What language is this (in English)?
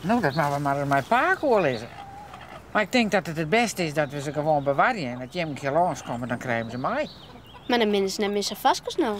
Western Frisian